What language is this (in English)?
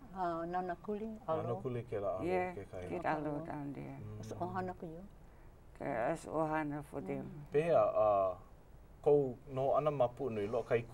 Hawaiian